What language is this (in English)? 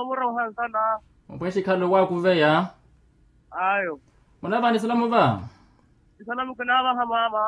Makhuwa